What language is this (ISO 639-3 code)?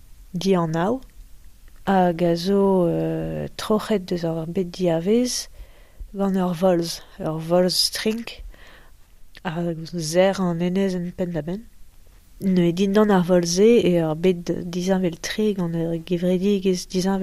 bre